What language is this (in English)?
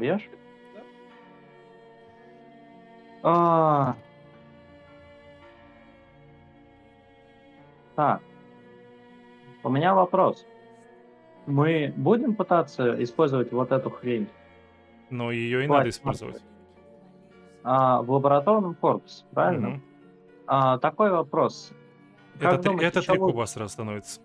Russian